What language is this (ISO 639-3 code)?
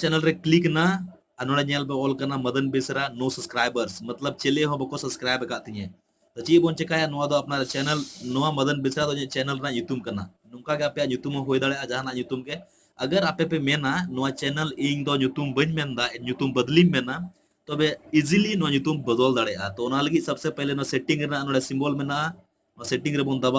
sat